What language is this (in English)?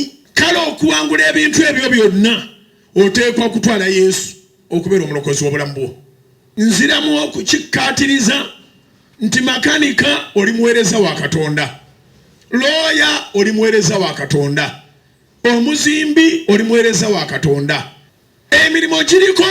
Ganda